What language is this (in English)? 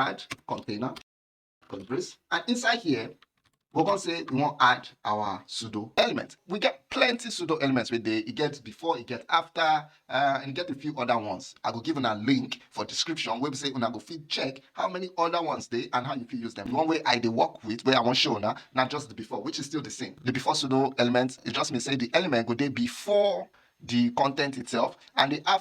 Nigerian Pidgin